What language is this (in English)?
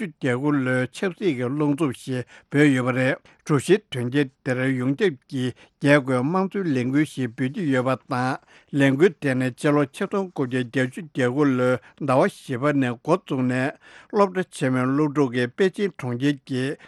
Tibetan